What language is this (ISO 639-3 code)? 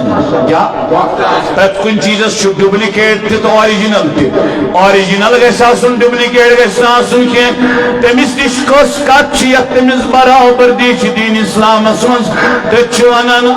kas